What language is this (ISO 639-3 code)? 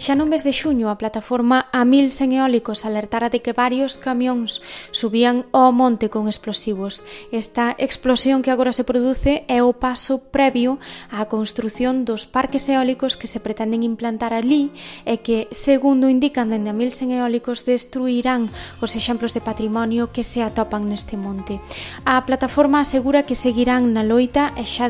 glg